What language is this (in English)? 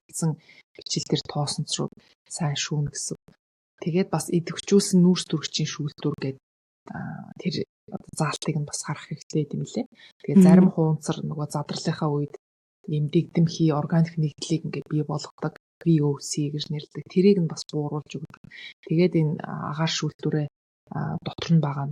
Mongolian